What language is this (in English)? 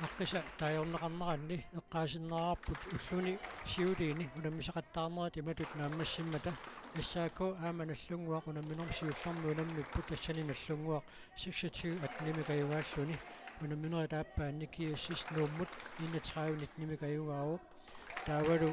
Kalaallisut